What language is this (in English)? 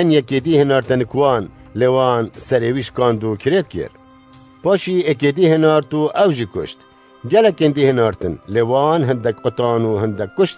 Kurdish